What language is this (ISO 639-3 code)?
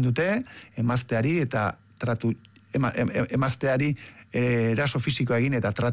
eus